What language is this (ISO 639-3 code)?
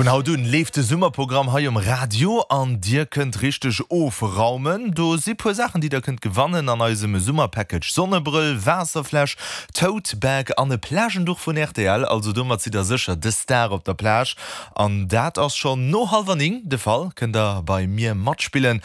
ltz